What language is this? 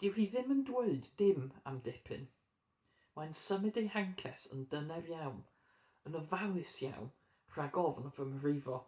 Welsh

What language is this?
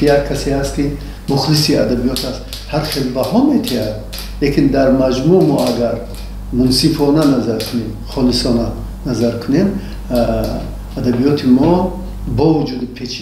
Tajik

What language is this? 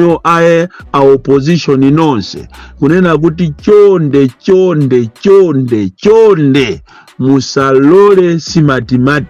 Nyanja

